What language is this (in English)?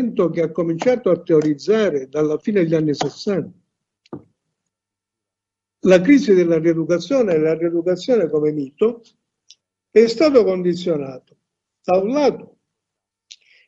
Italian